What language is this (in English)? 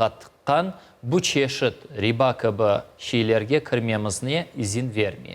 Crimean Tatar